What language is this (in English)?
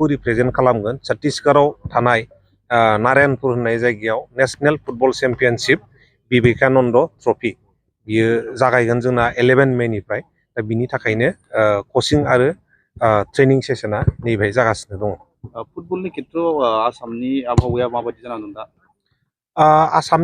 Bodo